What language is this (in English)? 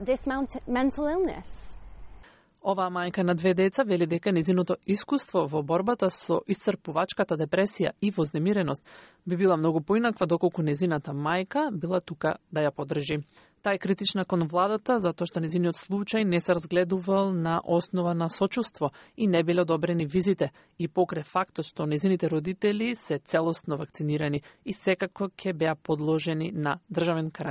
Macedonian